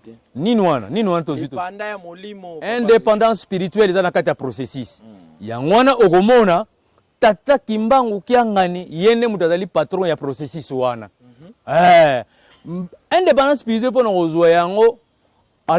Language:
Lingala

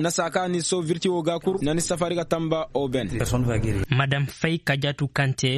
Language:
Koyraboro Senni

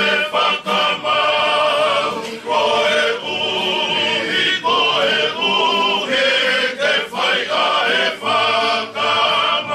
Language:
Tongan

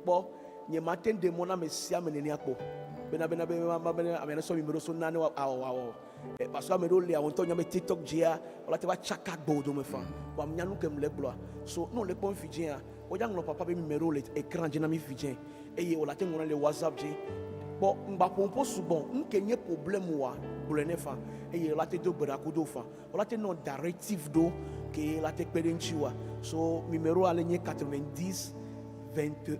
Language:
Ewe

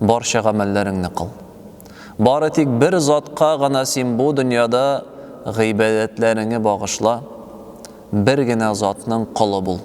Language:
Tatar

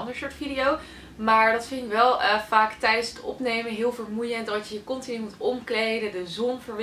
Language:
Dutch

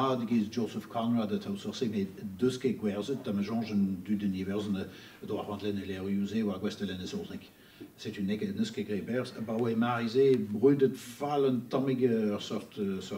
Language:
Breton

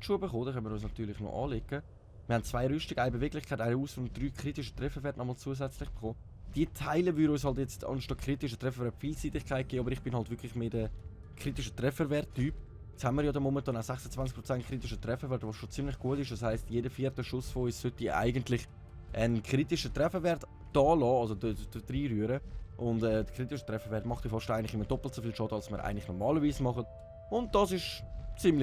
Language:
Swiss German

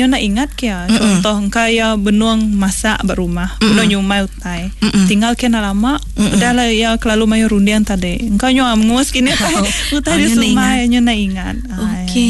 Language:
Iban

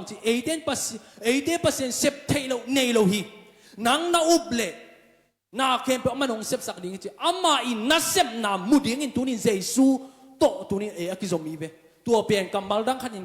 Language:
Tedim Chin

